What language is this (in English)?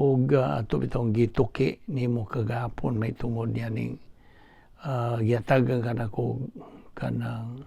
Cebuano